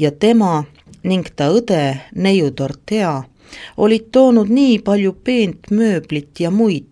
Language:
Estonian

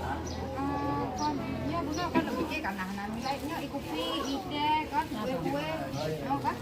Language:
Achinese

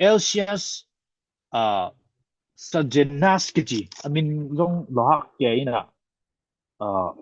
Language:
Tedim Chin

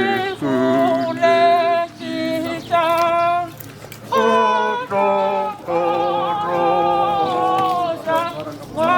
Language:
Northern Sotho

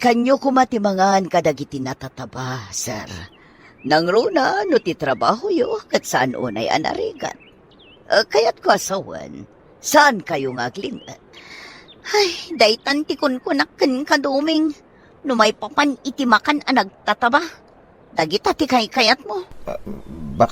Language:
Iloko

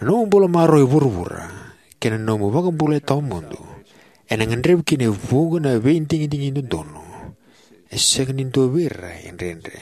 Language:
Fijian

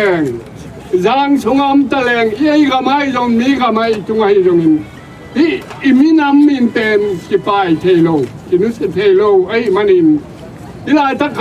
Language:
Tedim Chin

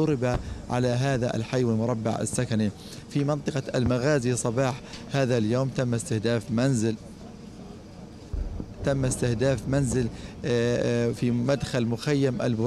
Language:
Arabic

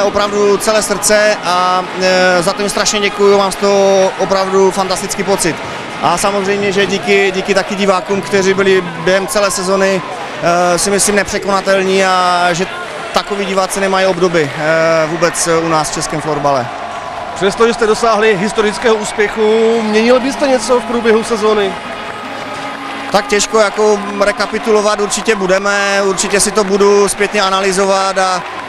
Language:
Czech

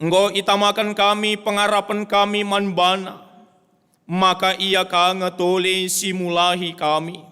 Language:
Batak Karo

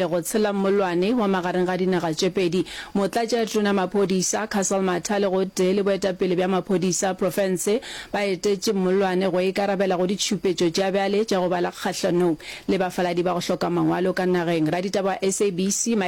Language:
Northern Sotho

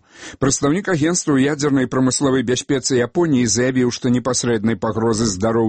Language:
Belarusian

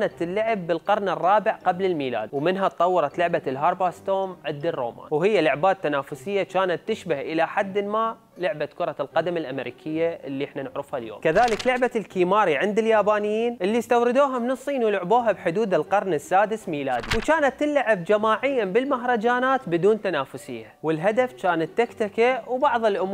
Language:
Mesopotamian Arabic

